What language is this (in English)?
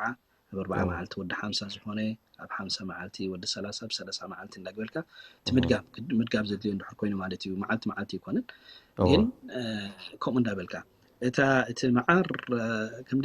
Tigrinya